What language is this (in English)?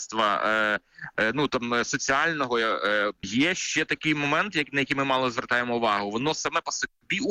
Ukrainian